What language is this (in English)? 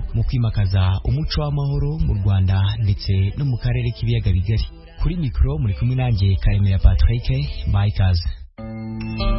Kinyarwanda